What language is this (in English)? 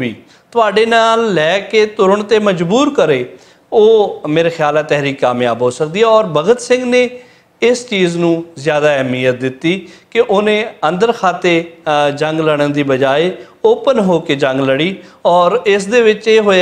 Western Panjabi